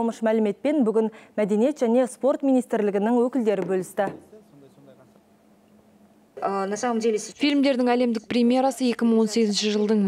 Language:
Kazakh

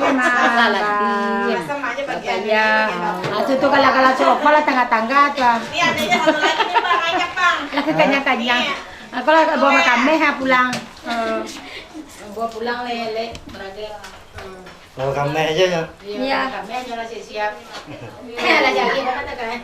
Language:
Minangkabau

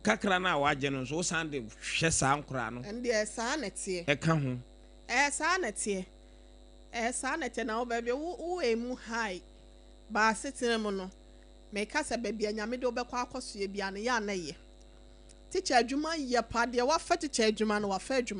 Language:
Akan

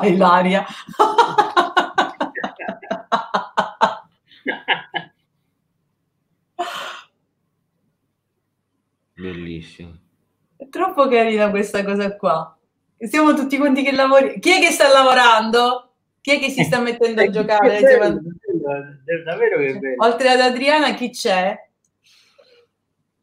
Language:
Italian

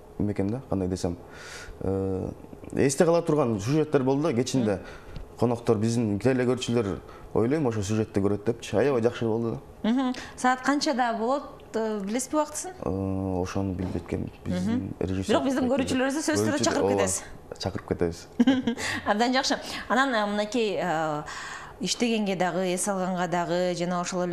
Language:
Kyrgyz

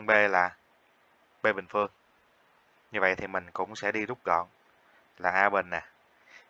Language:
Vietnamese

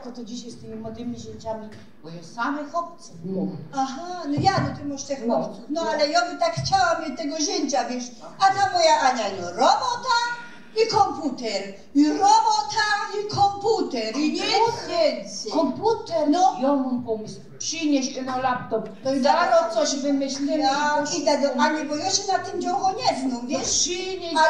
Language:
Silesian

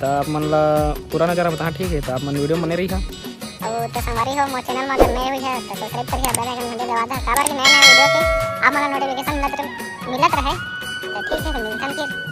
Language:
Chhattisgarhi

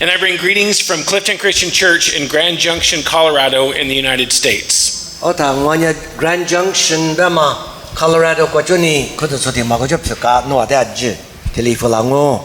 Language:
Lisu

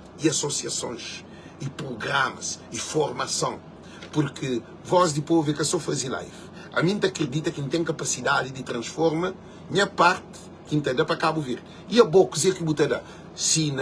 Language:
Kabuverdianu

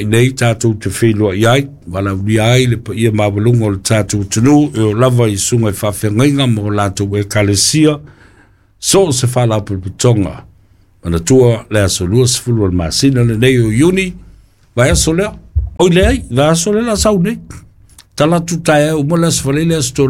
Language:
Samoan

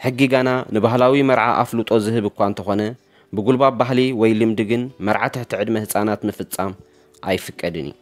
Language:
Tigrinya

